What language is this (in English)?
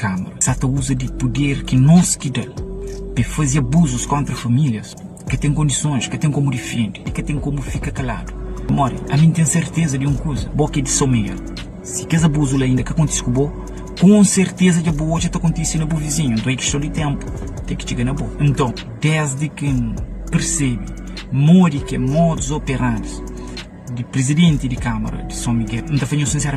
Kabuverdianu